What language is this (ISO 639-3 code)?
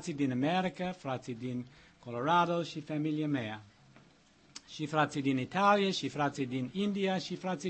ron